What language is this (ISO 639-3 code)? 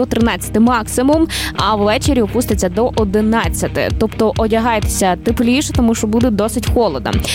ukr